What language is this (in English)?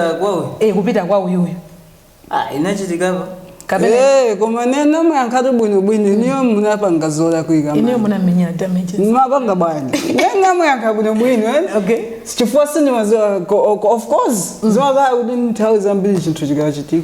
Nyanja